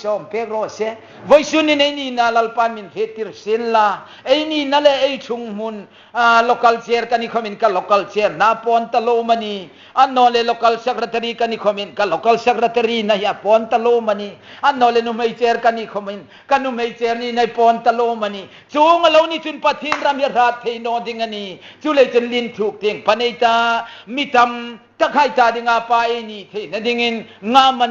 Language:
Hmar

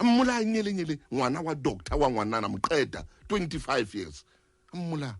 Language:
Southern Sotho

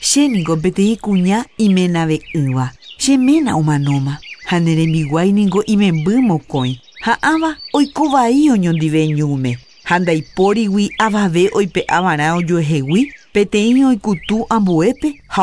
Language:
Guarani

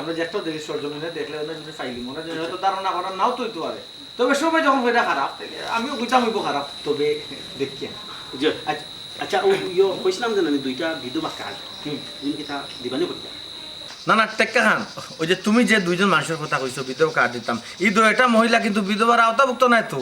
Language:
Sylheti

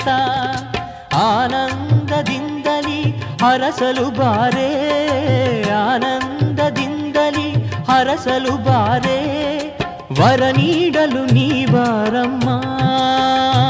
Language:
Kannada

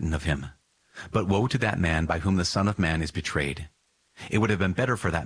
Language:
English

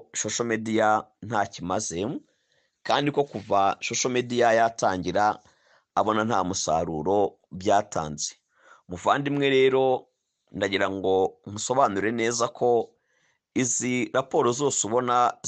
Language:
Kinyarwanda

